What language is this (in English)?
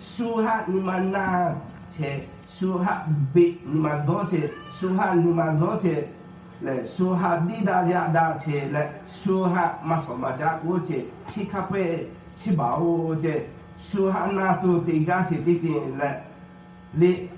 Lahu